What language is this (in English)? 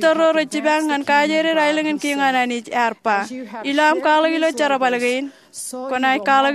Marshallese